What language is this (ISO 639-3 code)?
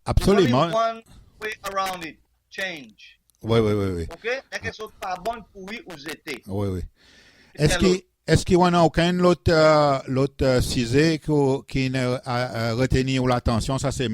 crs